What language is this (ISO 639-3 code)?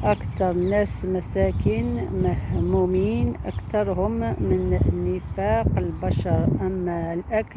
arq